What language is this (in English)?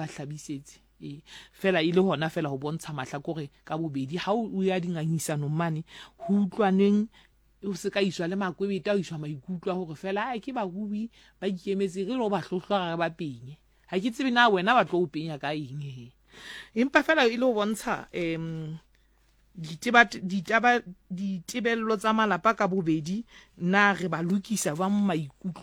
Southern Sotho